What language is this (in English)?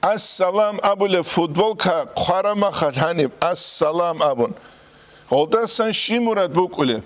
Avaric